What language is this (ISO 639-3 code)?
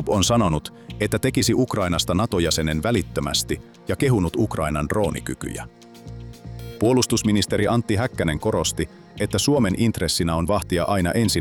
fin